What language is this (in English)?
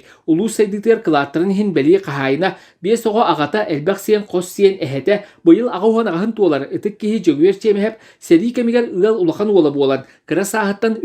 Yakut